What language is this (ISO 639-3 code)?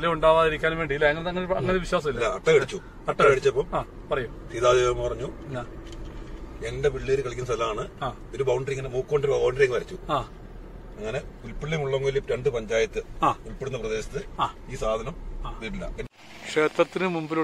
mal